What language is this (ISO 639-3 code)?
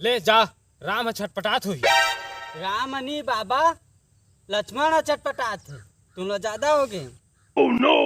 hne